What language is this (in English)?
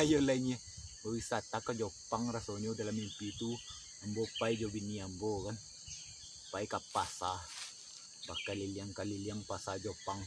Minangkabau